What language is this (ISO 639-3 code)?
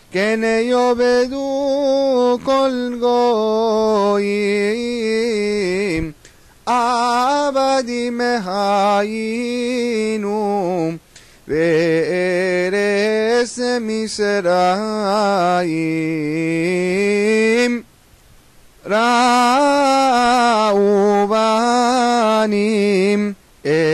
heb